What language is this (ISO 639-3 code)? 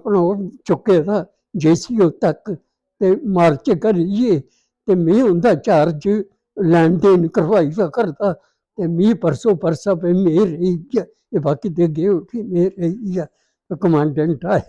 doi